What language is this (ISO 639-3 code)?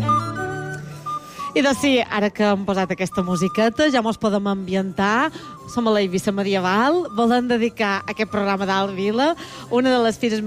cat